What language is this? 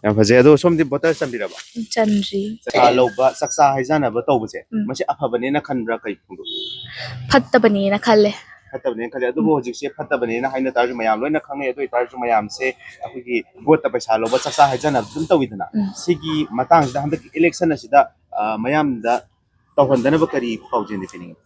Manipuri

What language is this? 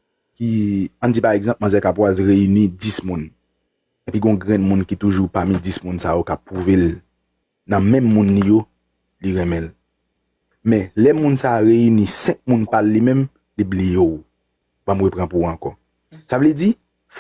Haitian Creole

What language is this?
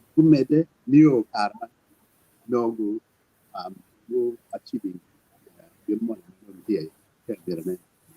Acoli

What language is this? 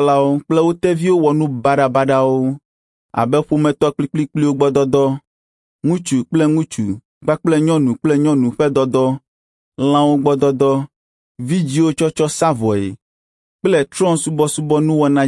Ewe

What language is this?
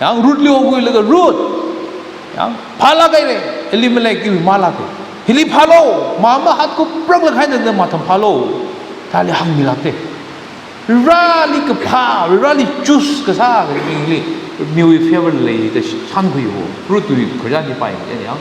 Tangkhul Naga (India)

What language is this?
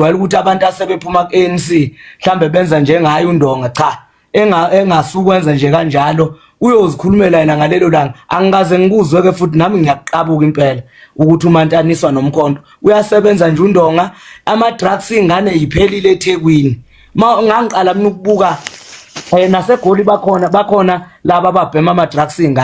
Zulu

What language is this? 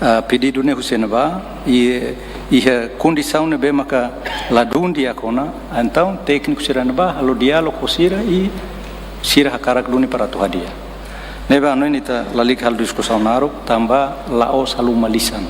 Tetum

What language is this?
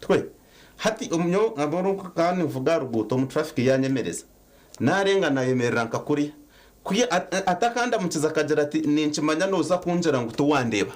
Nyankole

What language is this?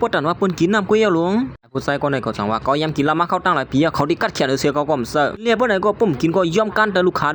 Shan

